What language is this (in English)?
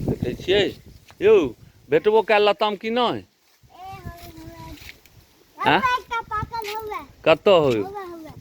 Maithili